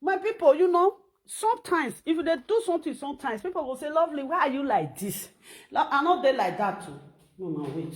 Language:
Nigerian Pidgin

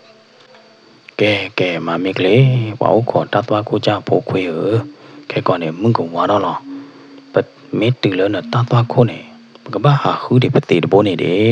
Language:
S'gaw Karen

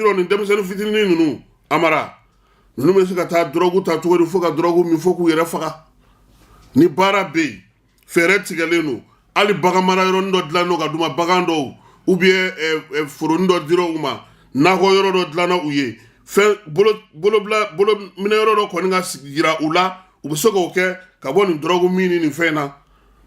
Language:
Bambara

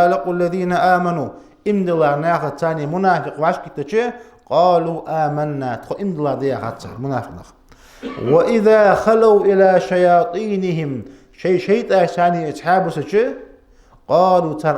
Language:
Ingush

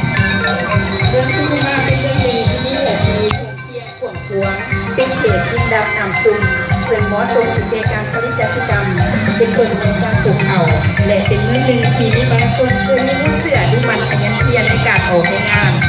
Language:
Lao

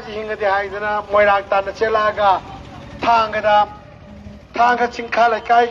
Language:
Manipuri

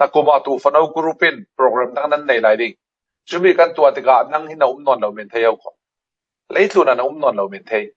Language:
Falam Chin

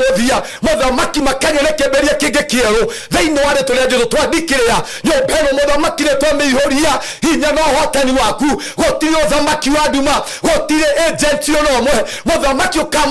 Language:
Kikuyu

